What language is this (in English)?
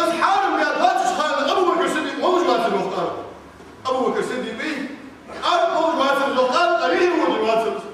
Ingush